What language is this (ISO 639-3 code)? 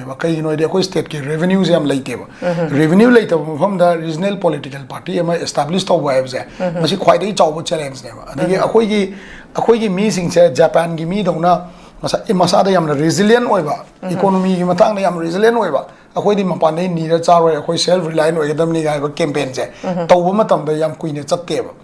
mni